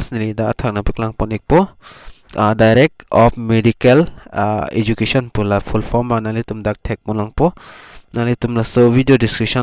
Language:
Karbi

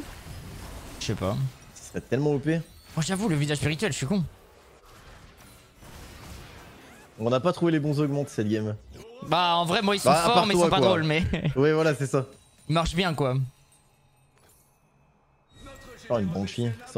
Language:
French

